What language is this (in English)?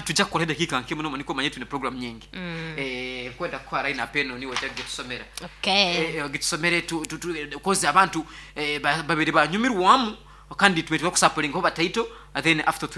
Nyoro